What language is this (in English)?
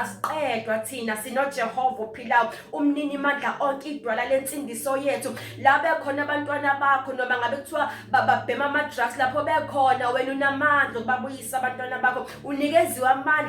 Zulu